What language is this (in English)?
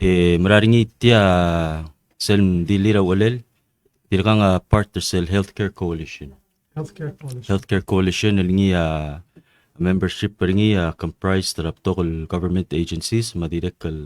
Palauan